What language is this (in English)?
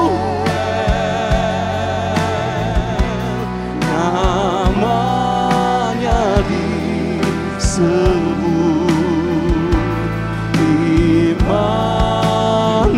Indonesian